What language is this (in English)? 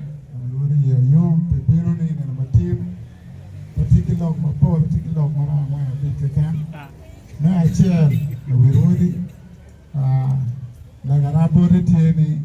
Acoli